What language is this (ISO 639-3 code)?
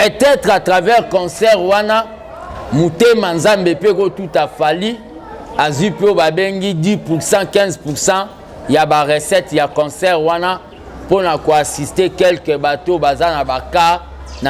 lin